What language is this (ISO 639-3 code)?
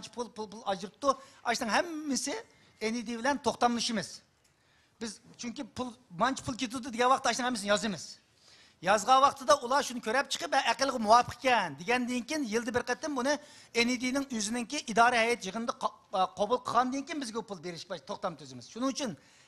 uig